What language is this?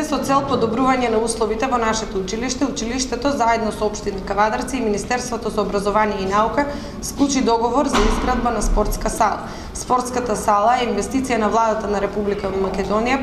Macedonian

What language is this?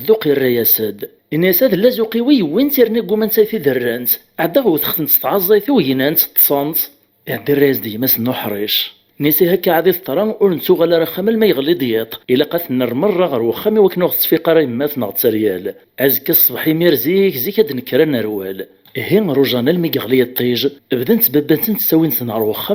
Kabyle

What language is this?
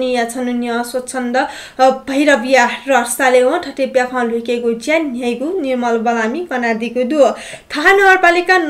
Newari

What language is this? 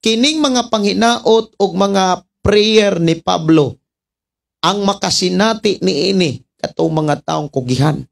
Cebuano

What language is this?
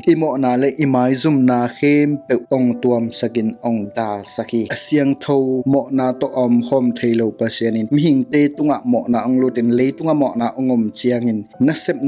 Tedim Chin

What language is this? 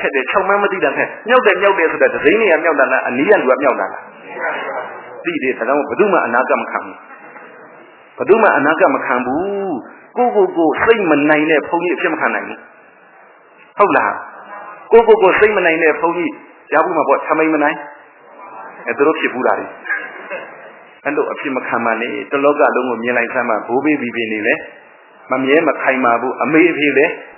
Burmese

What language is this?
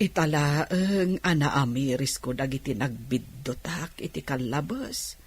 Iloko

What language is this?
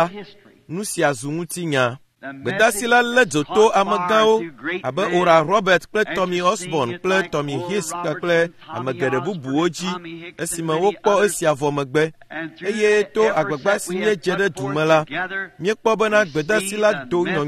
Ewe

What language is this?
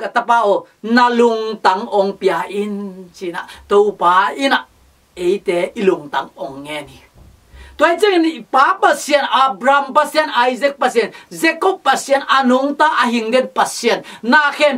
Tedim Chin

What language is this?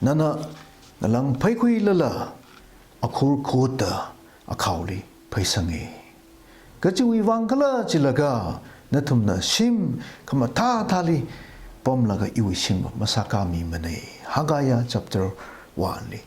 Tangkhul Naga (India)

